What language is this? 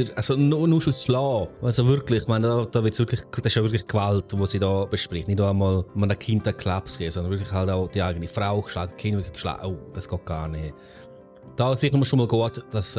Swiss German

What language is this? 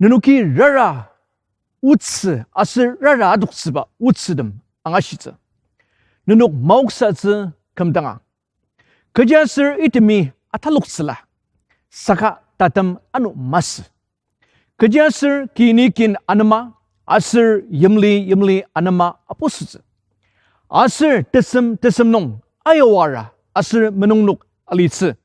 Ao Naga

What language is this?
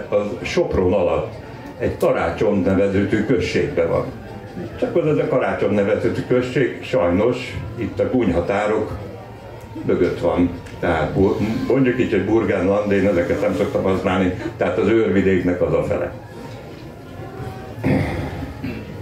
Hungarian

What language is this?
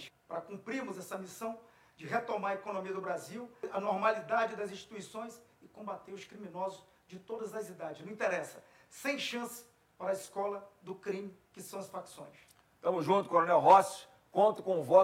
Portuguese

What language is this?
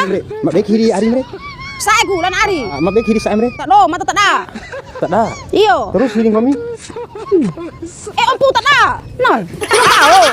Bima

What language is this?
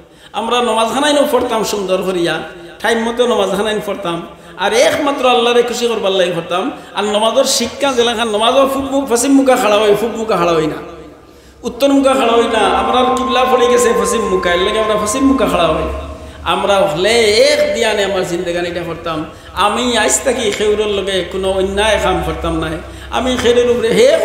Sylheti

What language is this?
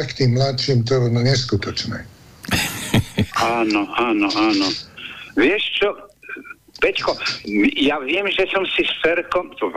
Slovak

